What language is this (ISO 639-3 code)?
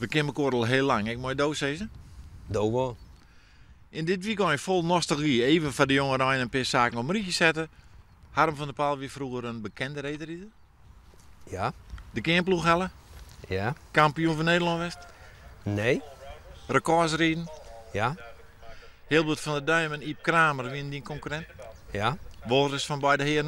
fry